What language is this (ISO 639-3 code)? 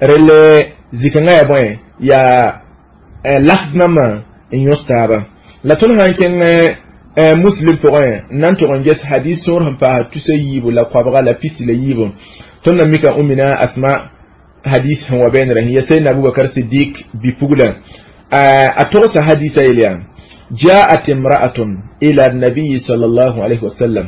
mos